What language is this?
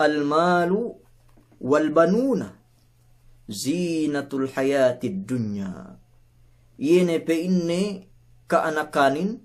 Yakan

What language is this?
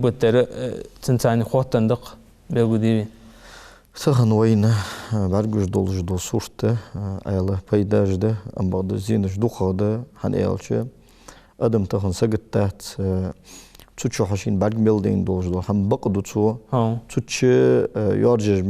Ingush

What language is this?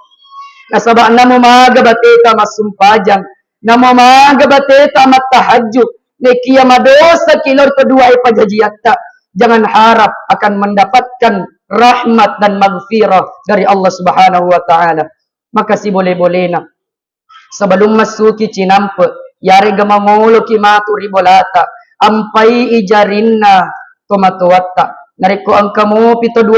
Buginese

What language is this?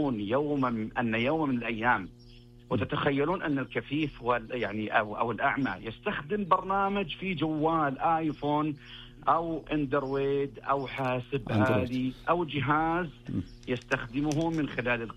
Najdi Arabic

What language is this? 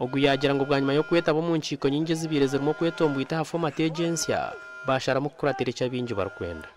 Nyankole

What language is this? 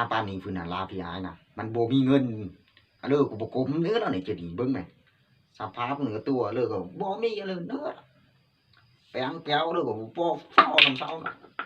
Lao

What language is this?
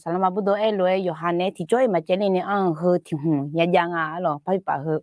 Akha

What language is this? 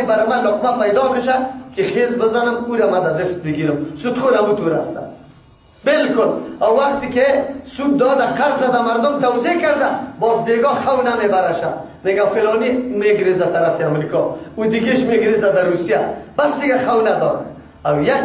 Persian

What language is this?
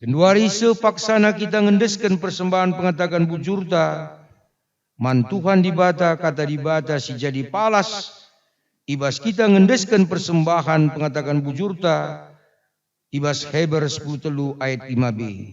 Batak Karo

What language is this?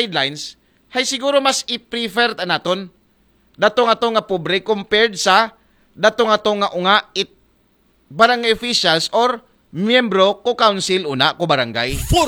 Aklanon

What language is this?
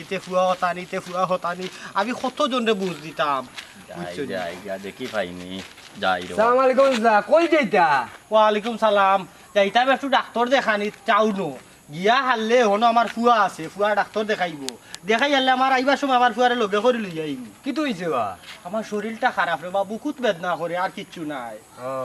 Sylheti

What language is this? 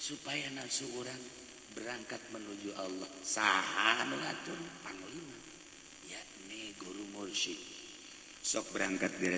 Sundanese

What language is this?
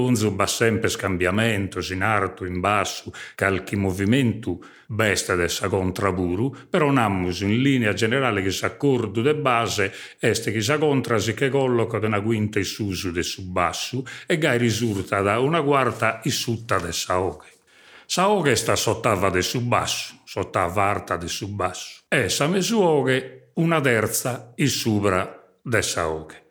Sardinian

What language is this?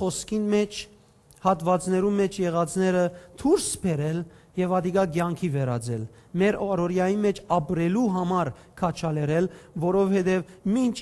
Western Armenian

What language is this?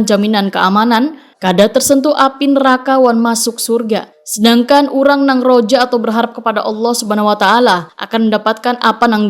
Banjar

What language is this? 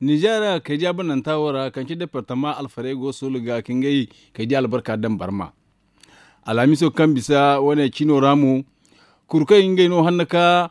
Zarma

